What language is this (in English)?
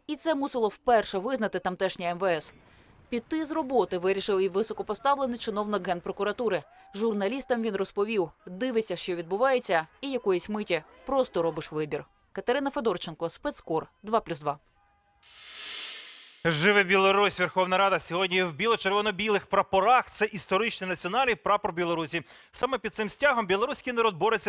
Ukrainian